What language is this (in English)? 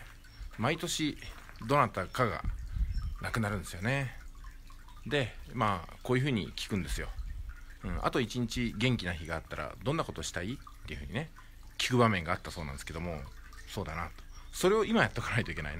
Japanese